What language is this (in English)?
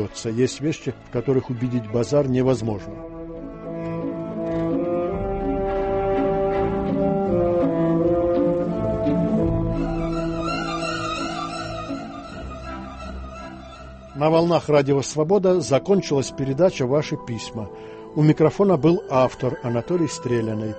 Russian